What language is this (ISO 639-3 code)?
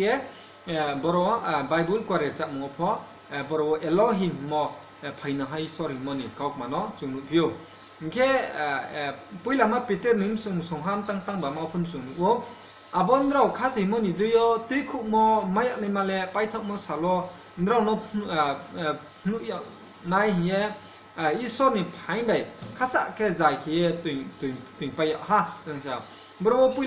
ria